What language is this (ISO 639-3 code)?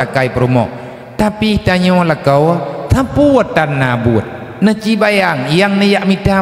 ace